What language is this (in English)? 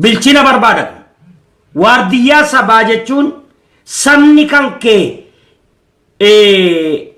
Oromo